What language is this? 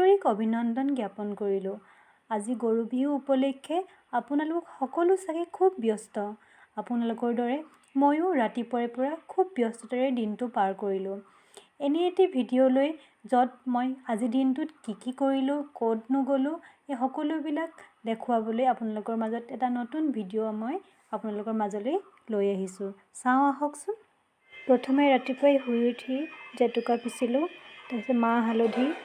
Assamese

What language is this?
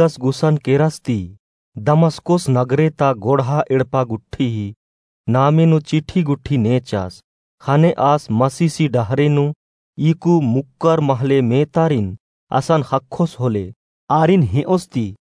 Kurukh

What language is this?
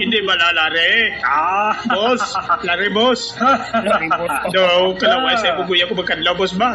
Hiligaynon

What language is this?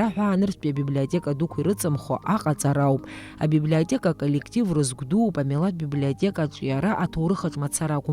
Abkhazian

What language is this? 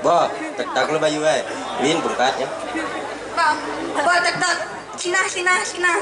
Balinese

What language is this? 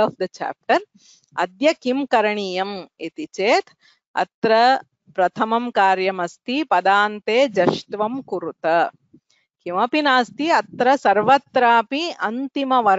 Sanskrit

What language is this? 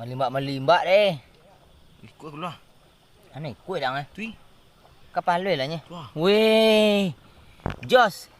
Minangkabau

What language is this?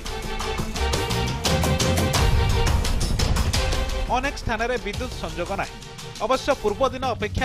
Odia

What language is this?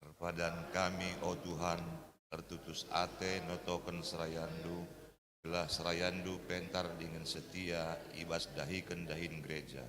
Batak Karo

